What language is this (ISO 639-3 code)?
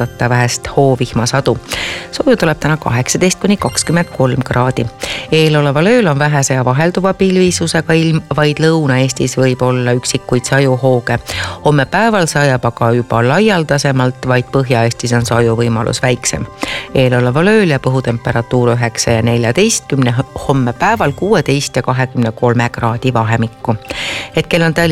est